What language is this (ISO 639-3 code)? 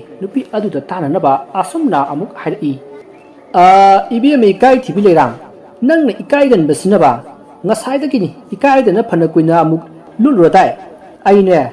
mni